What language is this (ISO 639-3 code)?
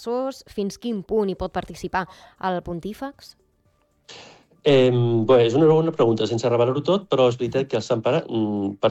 cat